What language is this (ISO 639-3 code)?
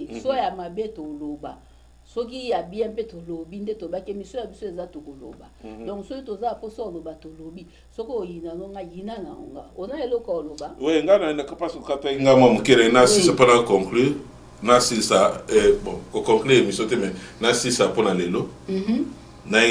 lin